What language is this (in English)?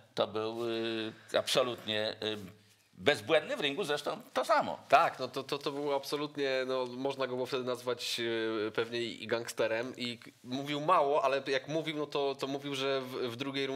Polish